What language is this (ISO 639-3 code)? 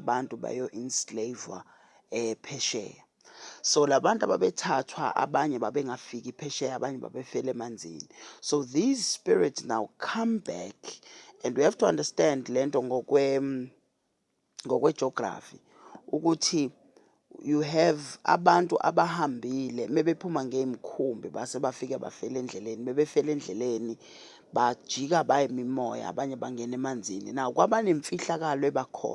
zul